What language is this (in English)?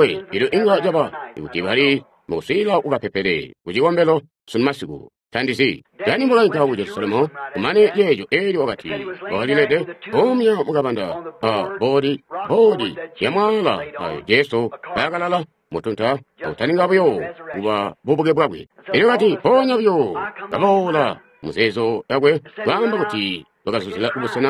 Tonga (Zambia)